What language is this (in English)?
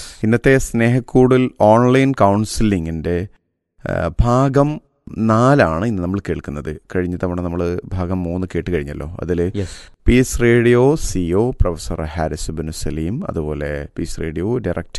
Malayalam